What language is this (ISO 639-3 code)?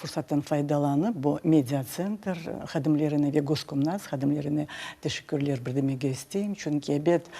crh